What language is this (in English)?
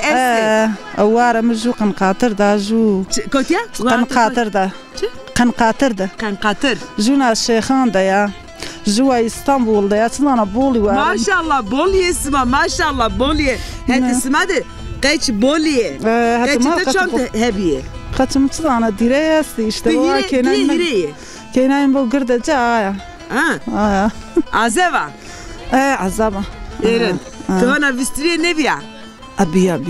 Zaza